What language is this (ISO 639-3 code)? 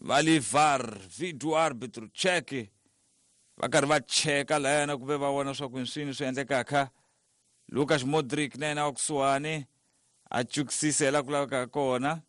tso